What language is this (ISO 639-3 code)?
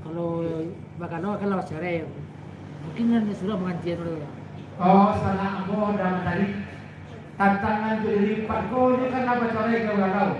min